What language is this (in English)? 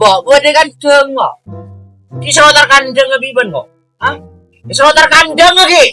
Madurese